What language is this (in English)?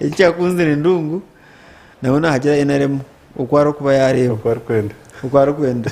Nyankole